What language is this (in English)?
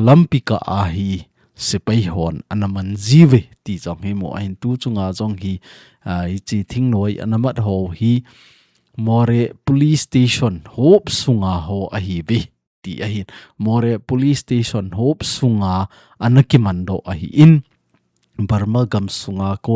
Thado Chin